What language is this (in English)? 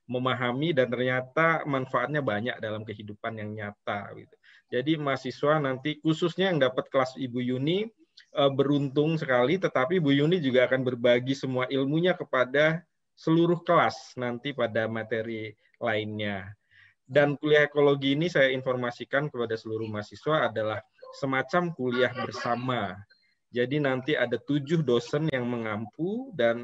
Indonesian